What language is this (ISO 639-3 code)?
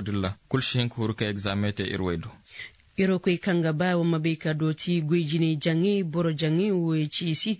ses